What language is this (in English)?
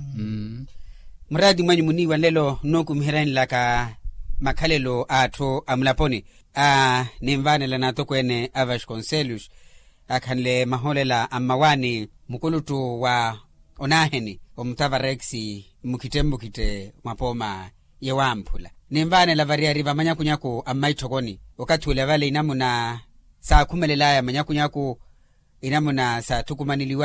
Makhuwa